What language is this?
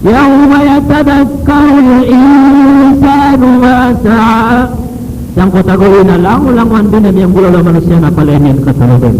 Maranao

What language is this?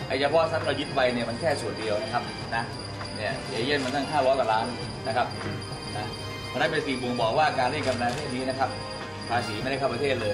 Thai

